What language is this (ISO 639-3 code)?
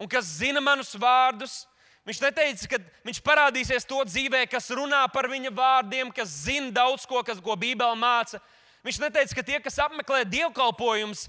lav